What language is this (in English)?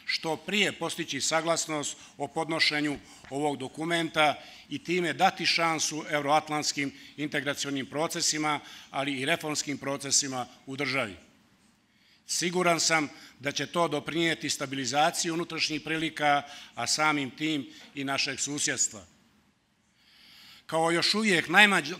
Bosnian